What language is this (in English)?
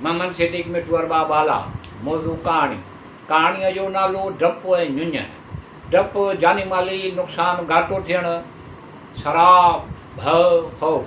Sindhi